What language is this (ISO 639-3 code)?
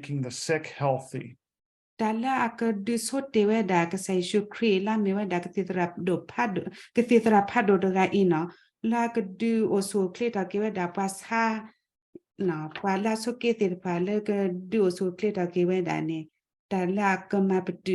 ksw